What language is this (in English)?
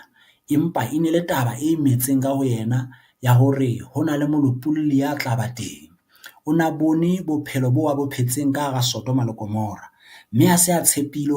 Southern Sotho